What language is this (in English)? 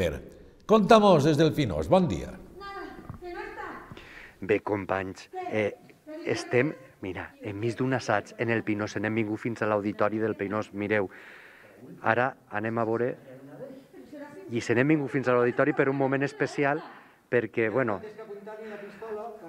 Catalan